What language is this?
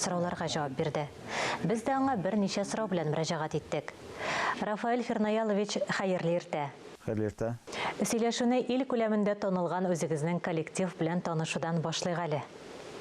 Tatar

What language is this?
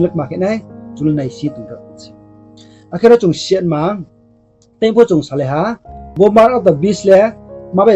Riang (India)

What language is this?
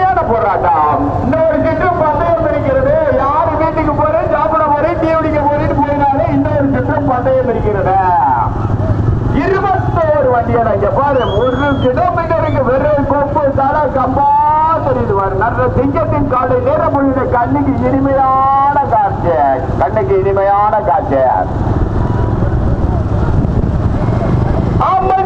Tamil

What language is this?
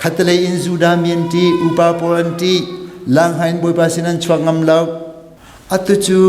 Hakha Chin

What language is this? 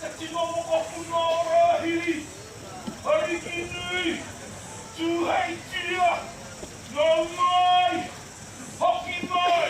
Māori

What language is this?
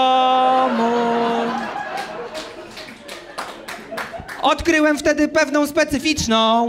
Polish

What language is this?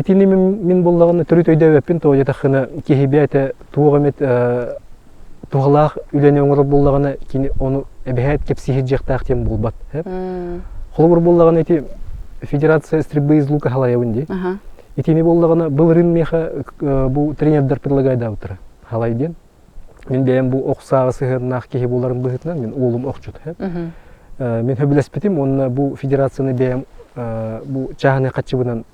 Yakut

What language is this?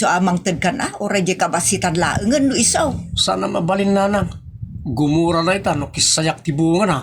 Iloko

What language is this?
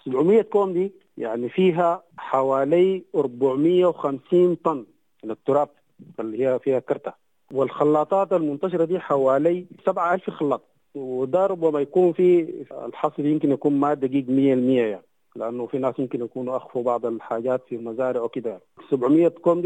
Sudanese Arabic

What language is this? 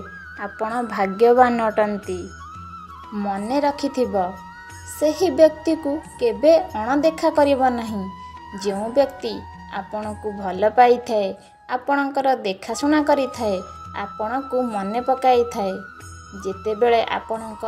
Odia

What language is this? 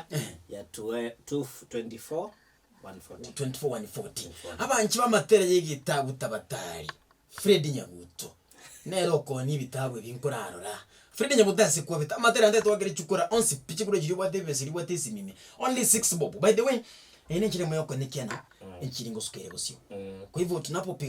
Gusii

